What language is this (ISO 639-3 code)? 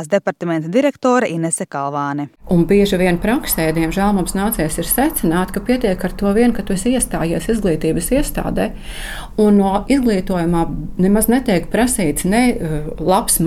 lav